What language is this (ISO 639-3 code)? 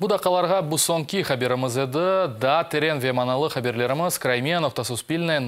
crh